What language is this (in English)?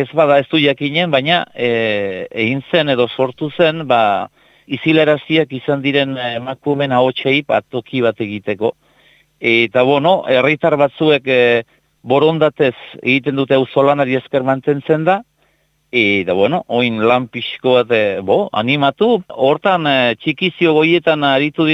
Basque